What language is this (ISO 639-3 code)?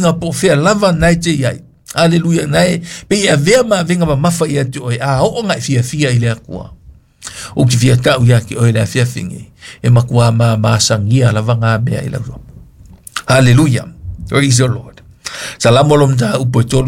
smo